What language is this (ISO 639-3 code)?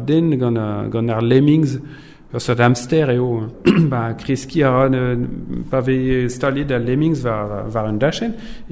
bre